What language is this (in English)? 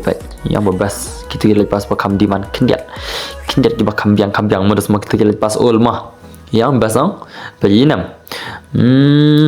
Khasi